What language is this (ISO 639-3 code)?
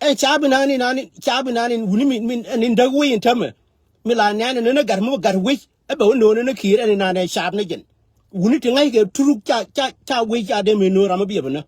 nus